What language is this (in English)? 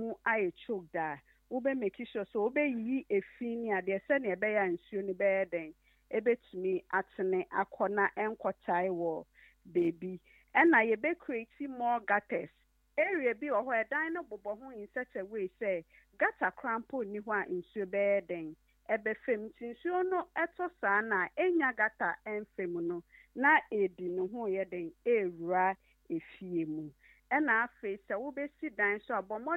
Akan